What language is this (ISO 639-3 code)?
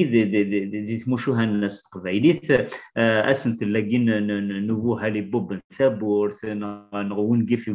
kab